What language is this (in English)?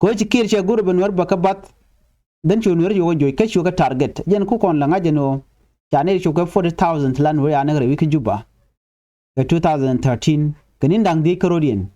Nuer